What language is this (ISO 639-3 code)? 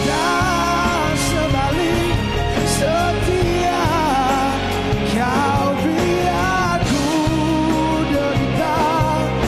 msa